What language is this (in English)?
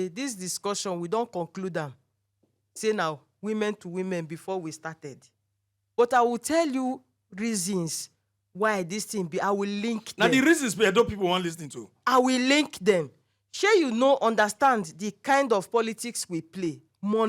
Nigerian Pidgin